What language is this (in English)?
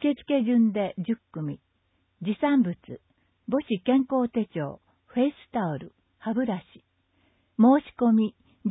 Japanese